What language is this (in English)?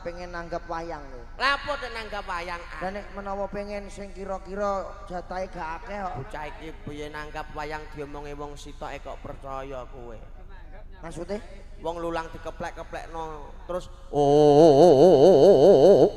Javanese